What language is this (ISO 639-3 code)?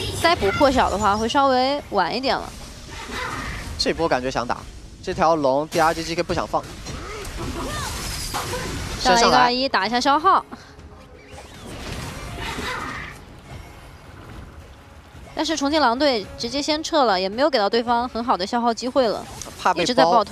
zho